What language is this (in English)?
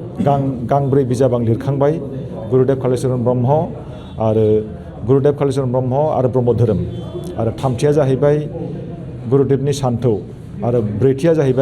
Bodo